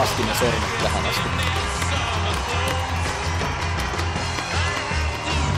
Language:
Finnish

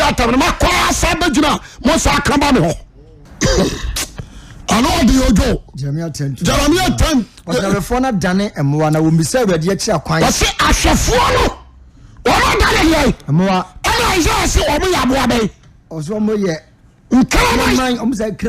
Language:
Akan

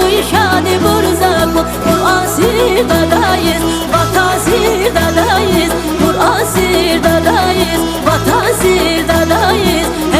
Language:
Tabassaran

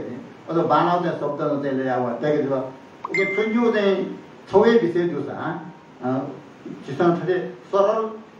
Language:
Newari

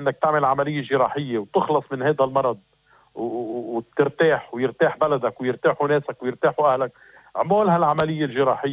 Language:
North Levantine Arabic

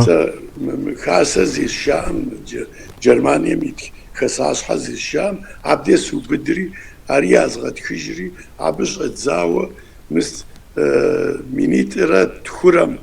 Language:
Kabardian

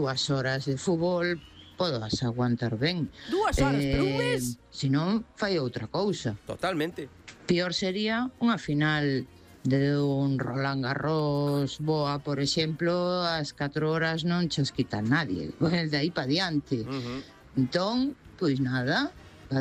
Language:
Galician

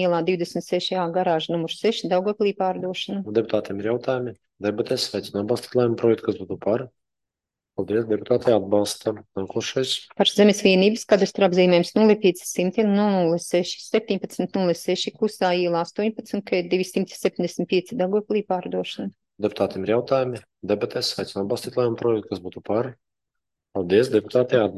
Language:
Latvian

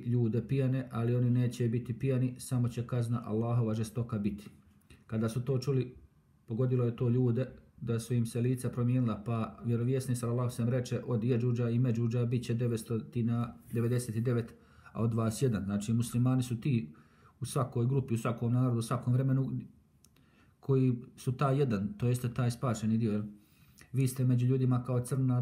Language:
Bosnian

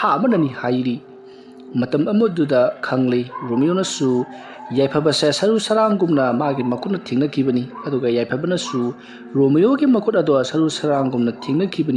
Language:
Manipuri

